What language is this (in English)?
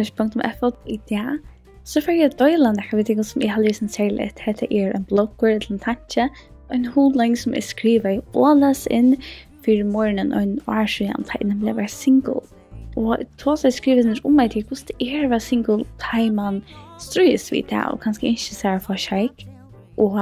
Faroese